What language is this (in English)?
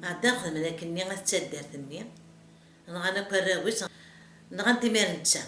Kabyle